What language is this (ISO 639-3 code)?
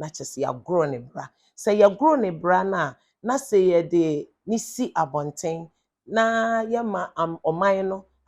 aka